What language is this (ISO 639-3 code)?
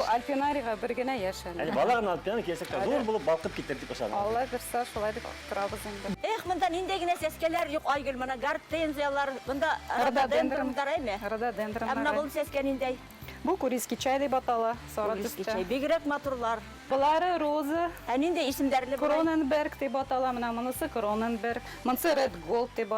bak